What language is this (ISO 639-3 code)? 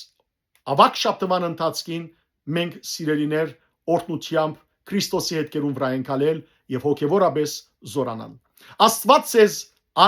hyw